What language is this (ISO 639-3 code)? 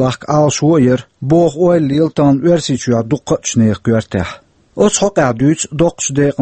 che